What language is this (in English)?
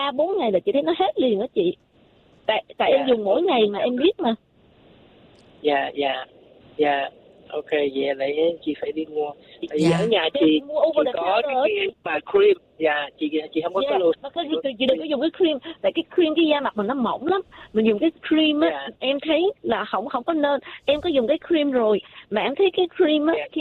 Vietnamese